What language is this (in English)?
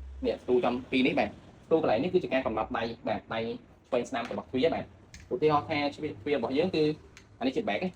Khmer